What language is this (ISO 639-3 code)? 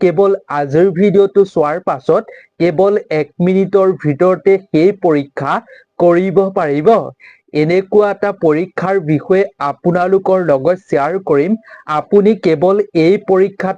asm